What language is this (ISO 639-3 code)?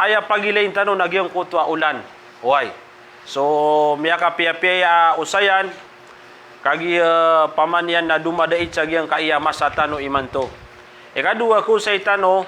mrw